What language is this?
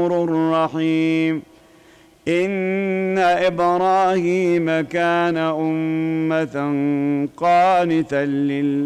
Arabic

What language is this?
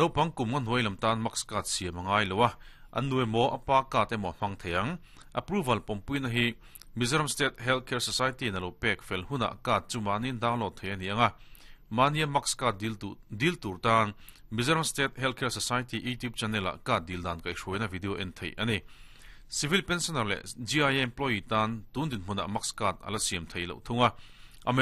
Mizo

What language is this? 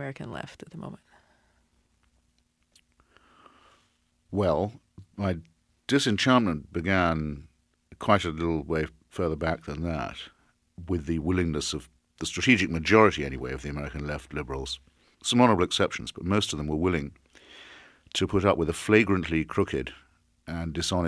English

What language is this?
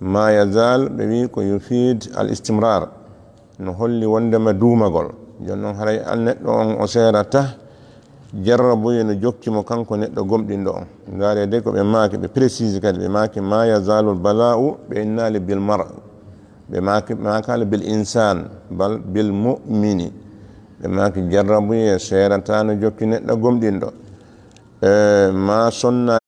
Fula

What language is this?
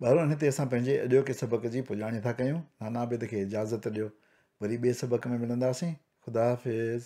Sindhi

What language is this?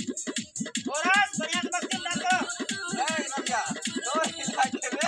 Maithili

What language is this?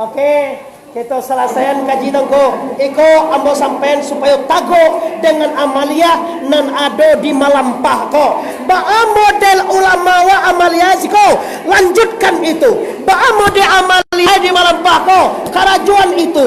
Minangkabau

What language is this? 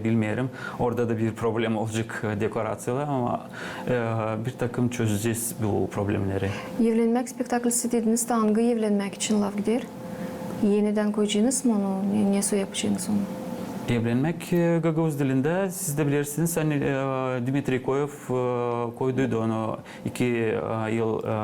Gagauz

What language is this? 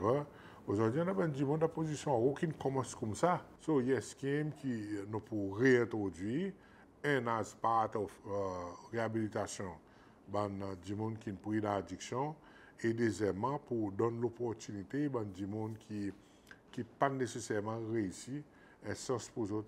Seselwa Creole French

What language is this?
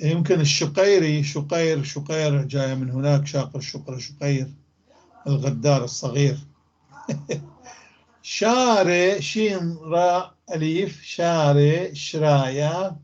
North Levantine Arabic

